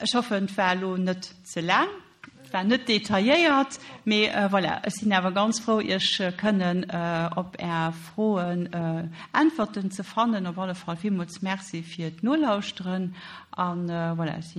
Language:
Luxembourgish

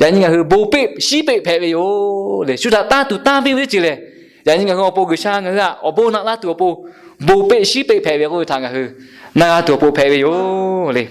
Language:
Lahu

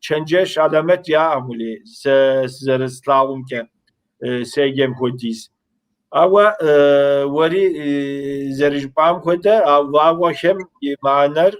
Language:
Kabardian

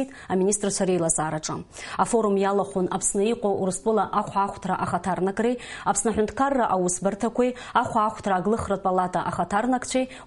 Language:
Abkhazian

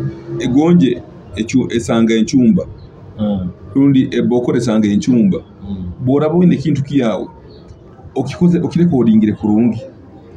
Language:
Nyoro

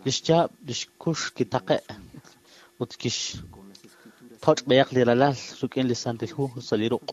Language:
Kekchí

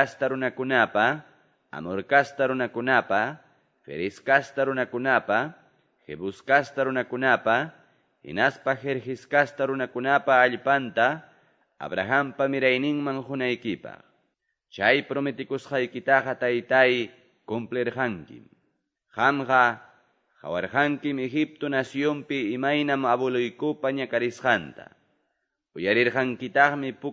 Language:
Ayacucho Quechua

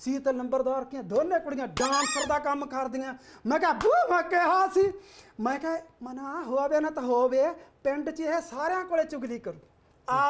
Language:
Punjabi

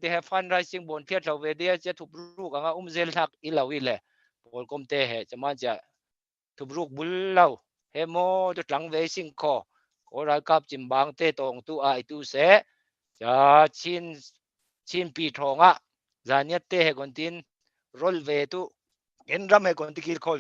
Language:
Falam Chin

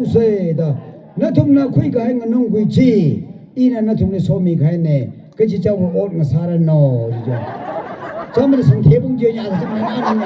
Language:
Tangkhul Naga (India)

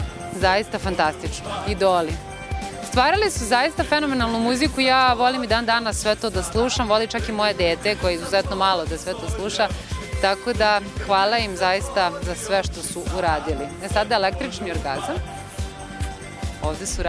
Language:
Serbian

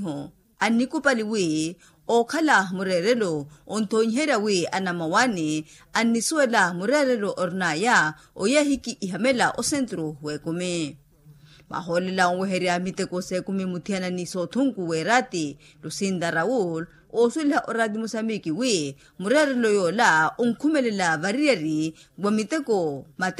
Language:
Makhuwa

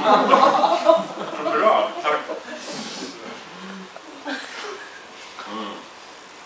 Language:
Swedish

